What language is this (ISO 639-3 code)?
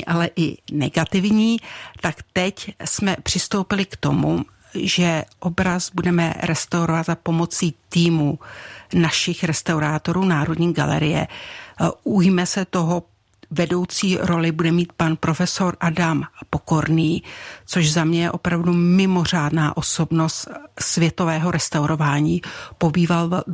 ces